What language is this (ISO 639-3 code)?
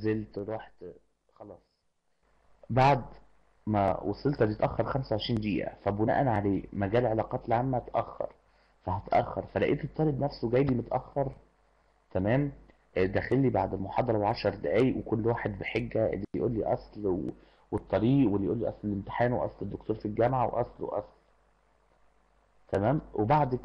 arz